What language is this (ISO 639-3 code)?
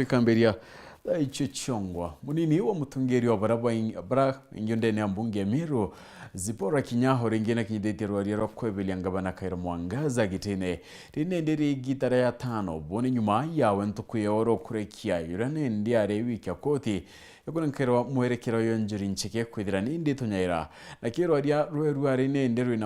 mer